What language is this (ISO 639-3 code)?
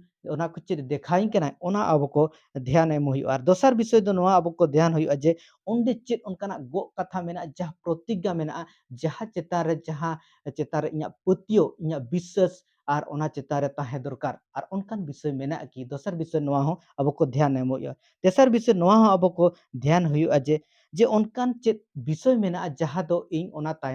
sat